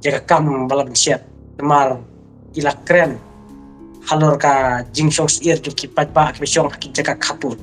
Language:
Khasi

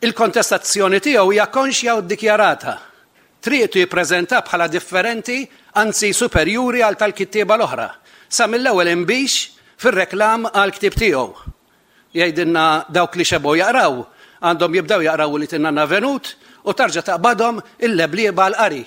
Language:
Maltese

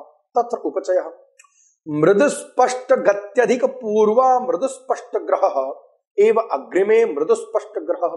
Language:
Sanskrit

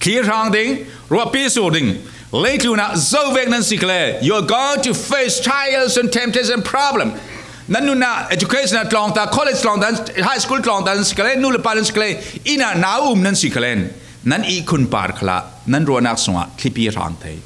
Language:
Falam Chin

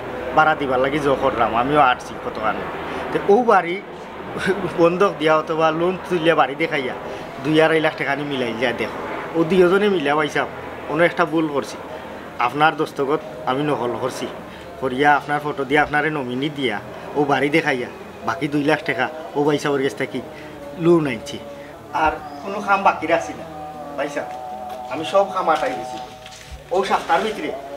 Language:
Sylheti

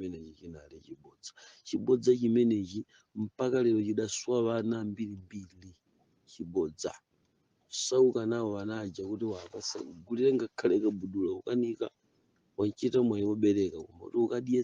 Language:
Nyanja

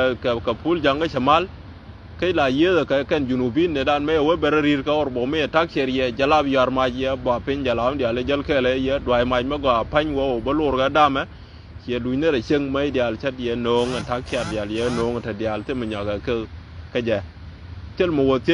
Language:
Nuer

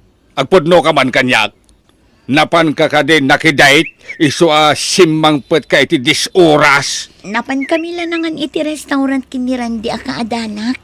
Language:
Iloko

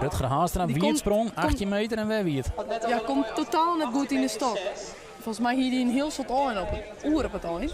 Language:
Western Frisian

